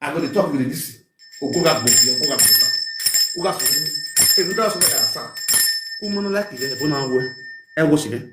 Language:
Nigerian Pidgin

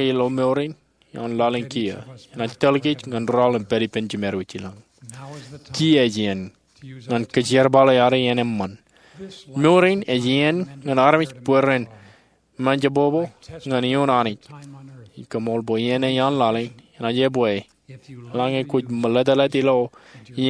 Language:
Marshallese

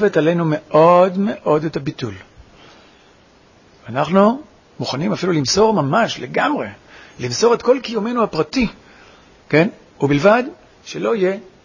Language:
Hebrew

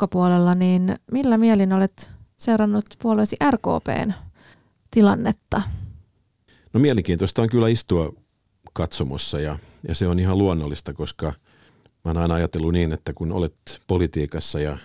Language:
Finnish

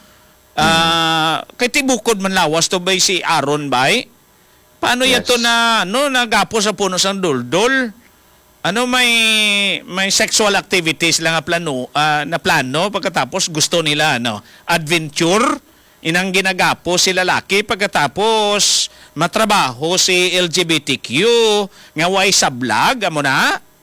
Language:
Hiligaynon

